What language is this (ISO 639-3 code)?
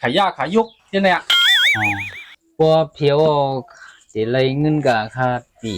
shn